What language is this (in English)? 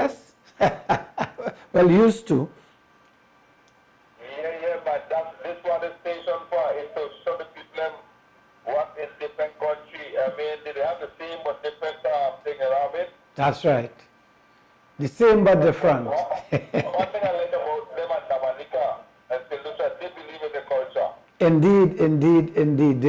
English